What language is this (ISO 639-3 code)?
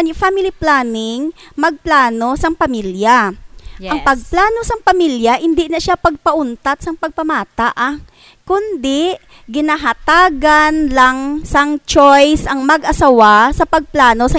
hil